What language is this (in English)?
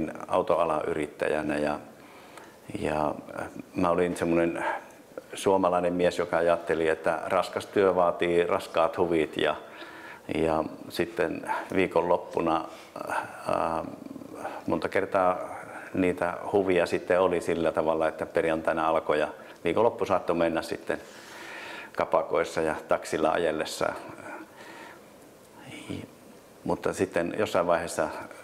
Finnish